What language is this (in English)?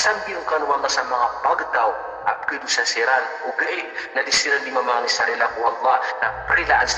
Maranao